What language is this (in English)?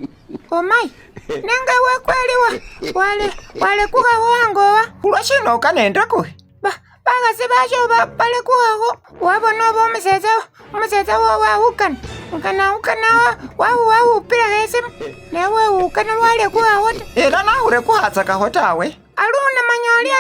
Masaaba